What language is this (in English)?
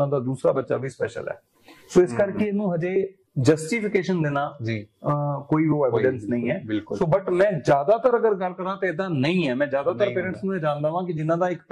Punjabi